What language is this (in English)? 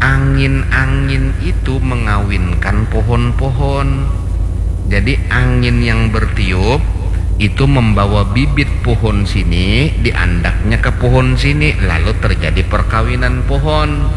Banjar